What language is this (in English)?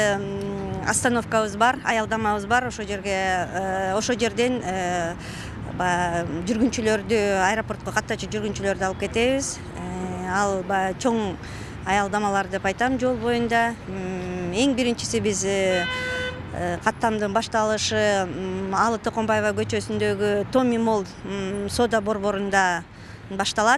Kyrgyz